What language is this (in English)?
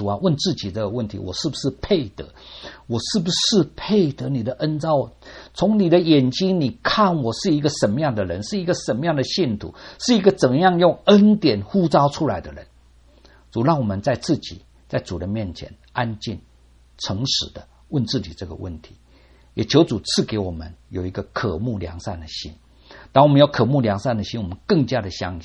Chinese